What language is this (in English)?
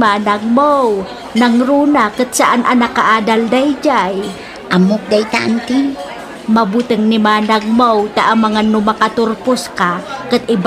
Iloko